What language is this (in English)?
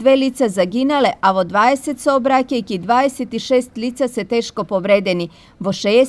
Macedonian